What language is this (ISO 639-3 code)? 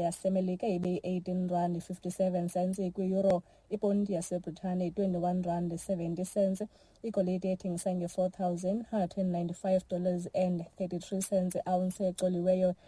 xho